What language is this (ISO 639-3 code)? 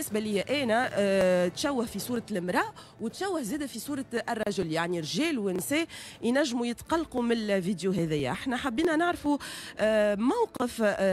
aeb